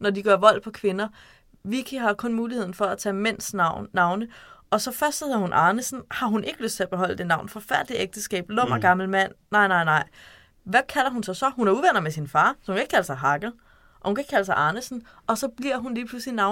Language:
Danish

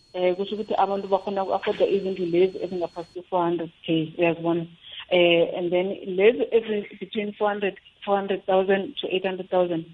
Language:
South Ndebele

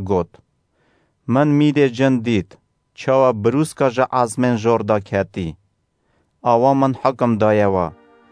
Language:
Kurdish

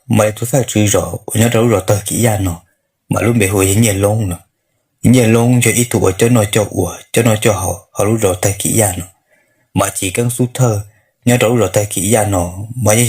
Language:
Hmong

